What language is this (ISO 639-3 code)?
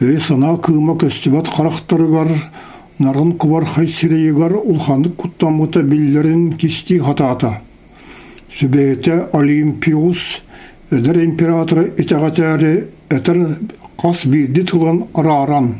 sah